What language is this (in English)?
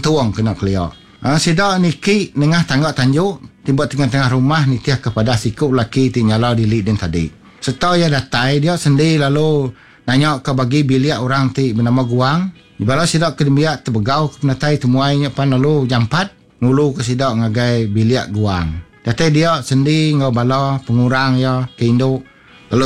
Iban